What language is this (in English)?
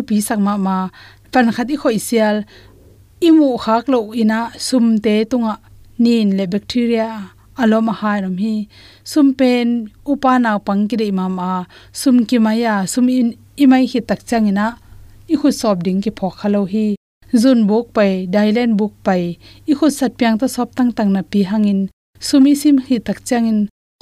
Tedim Chin